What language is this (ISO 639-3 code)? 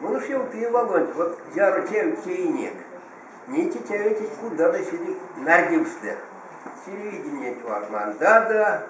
myv